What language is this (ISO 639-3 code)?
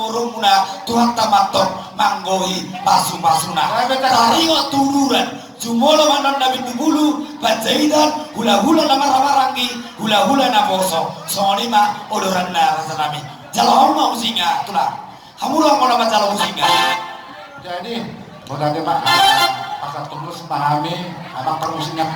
bbc